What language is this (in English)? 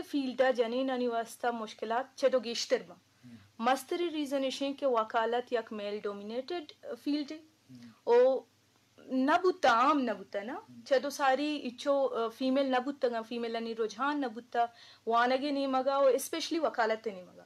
Eastern Balochi